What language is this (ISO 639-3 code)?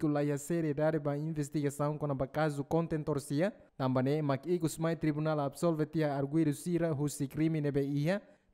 tet